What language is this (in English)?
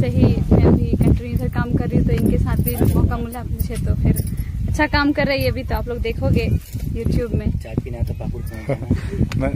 Santali